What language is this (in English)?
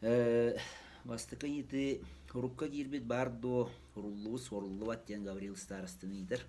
Yakut